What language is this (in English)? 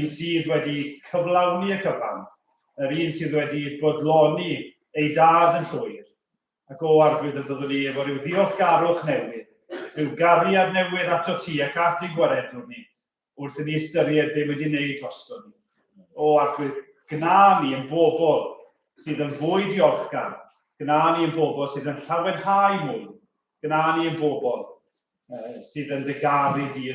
Welsh